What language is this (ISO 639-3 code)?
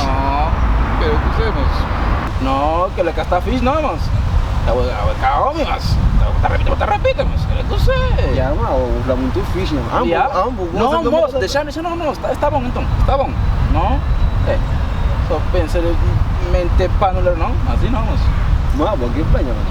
kea